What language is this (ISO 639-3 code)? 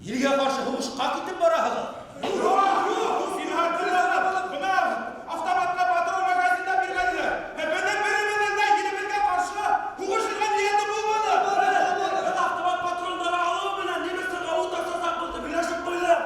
bak